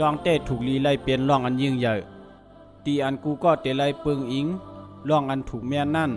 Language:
Shan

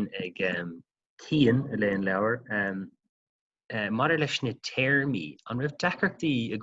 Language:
Irish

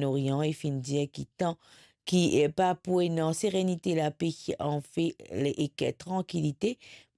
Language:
Morisyen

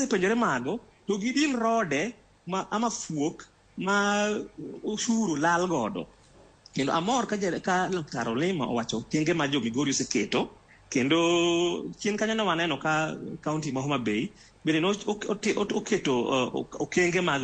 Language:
Luo (Kenya and Tanzania)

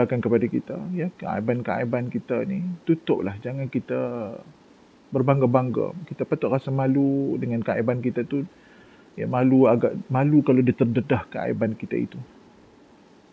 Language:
Malay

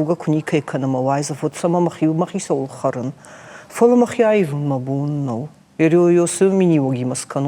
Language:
Ossetic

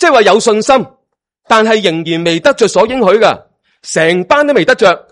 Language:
Cantonese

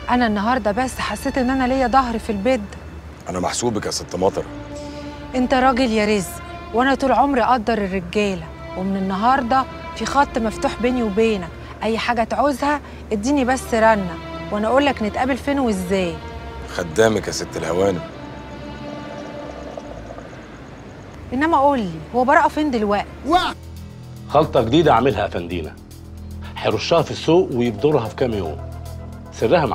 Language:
Egyptian Arabic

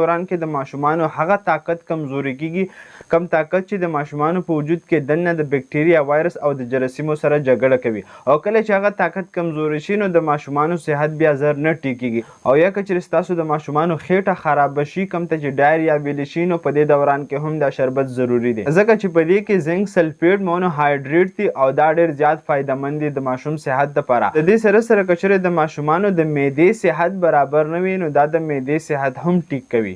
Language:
Pashto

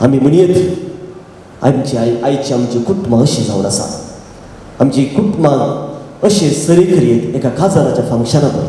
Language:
Konkani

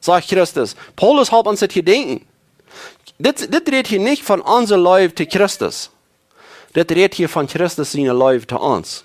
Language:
Plautdietsch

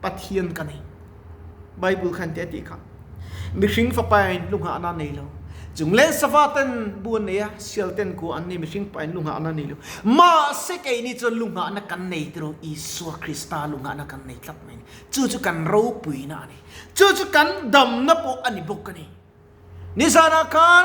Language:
Mizo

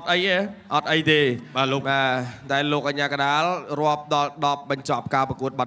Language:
Khmer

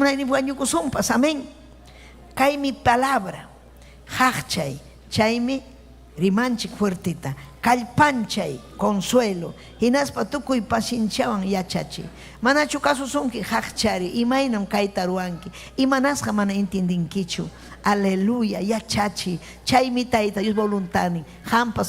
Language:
Ayacucho Quechua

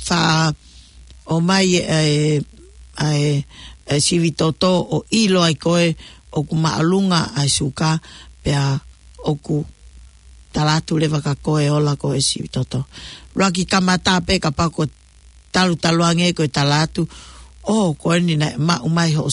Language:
Tongan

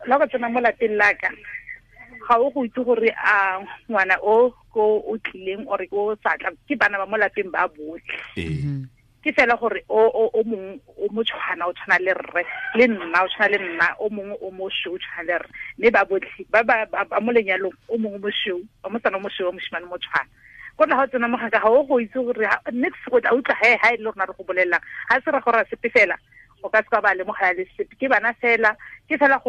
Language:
Tswana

